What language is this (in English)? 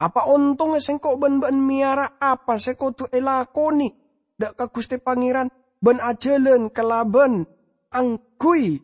Madurese